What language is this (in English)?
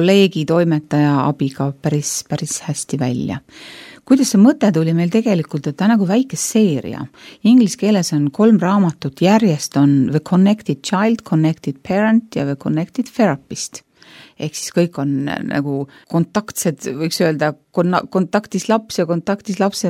Estonian